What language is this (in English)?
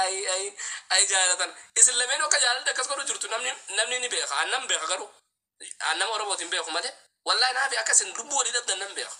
Oromo